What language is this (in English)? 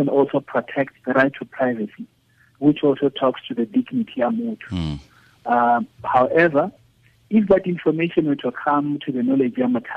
Tswana